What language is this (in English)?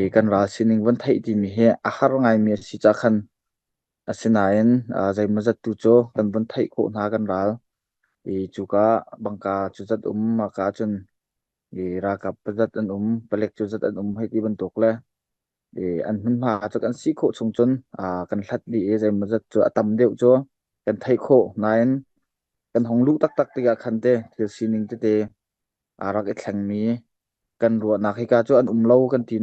Hakha Chin